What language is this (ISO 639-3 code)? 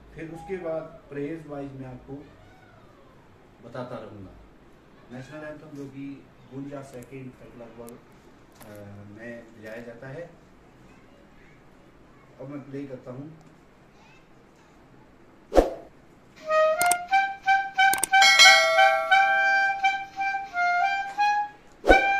hin